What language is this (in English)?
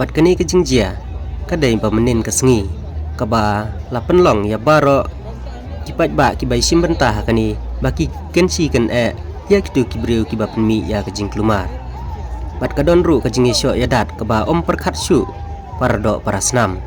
Khasi